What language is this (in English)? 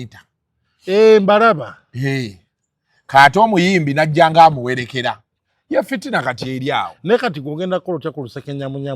Ganda